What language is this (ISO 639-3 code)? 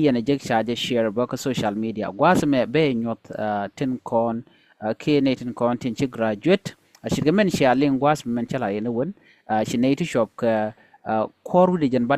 nus